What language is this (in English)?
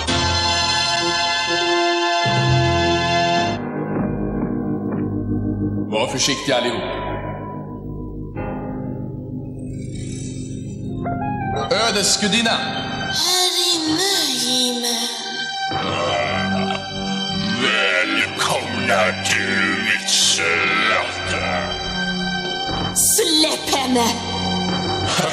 Swedish